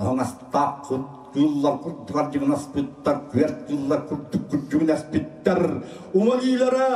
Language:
Yakut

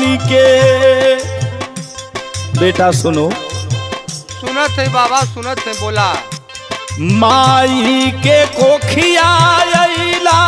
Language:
Bhojpuri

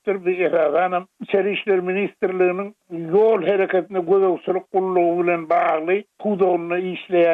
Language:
Turkmen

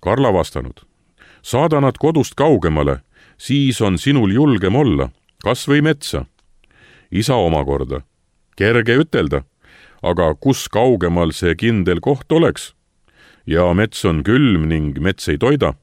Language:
Estonian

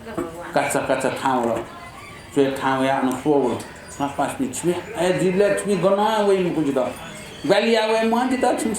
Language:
Newari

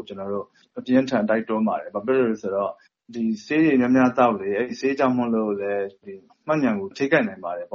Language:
Burmese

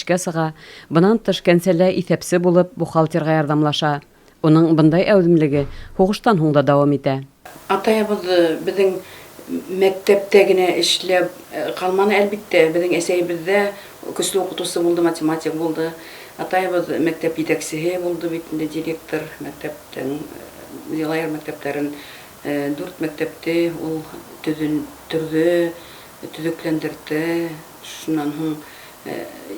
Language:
Bashkir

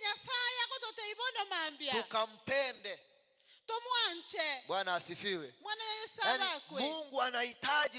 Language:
Gusii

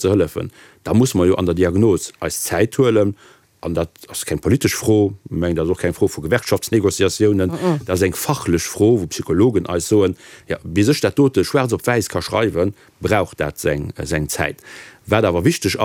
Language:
Luxembourgish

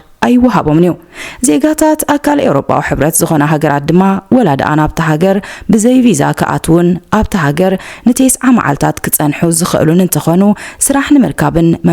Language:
Tigrinya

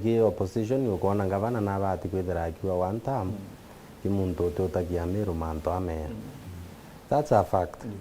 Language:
Meru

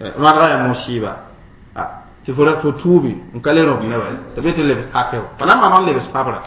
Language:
Mossi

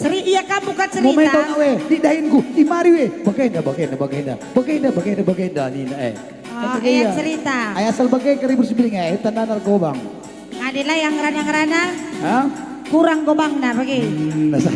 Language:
Batak Karo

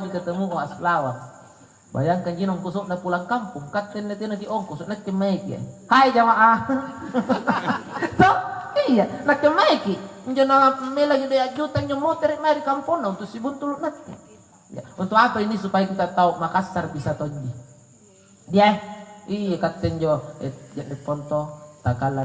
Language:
Makasar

